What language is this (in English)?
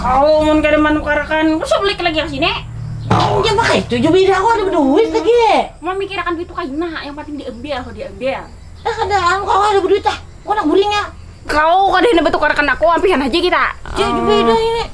Banjar